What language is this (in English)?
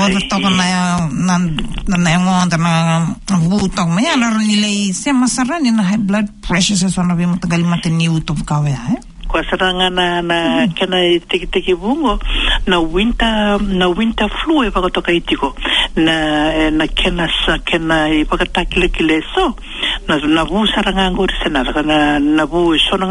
Fijian